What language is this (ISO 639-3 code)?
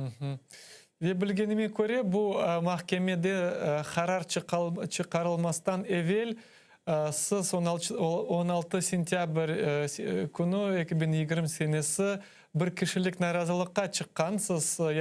crh